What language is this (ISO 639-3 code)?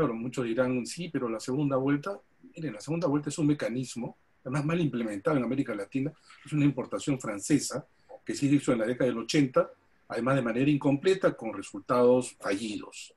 spa